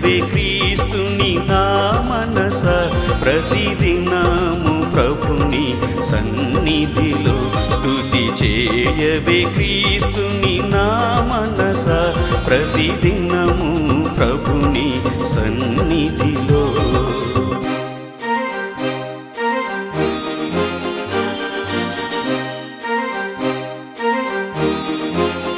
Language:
Telugu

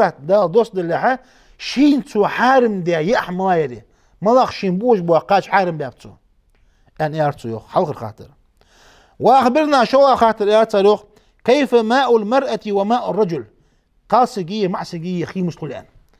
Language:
Ingush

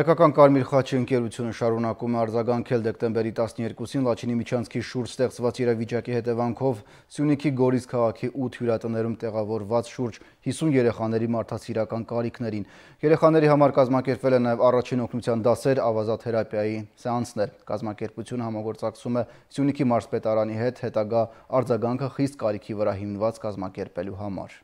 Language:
Armenian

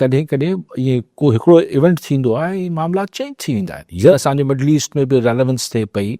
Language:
Sindhi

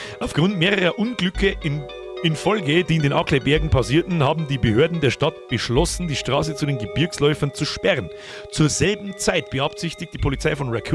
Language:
Bavarian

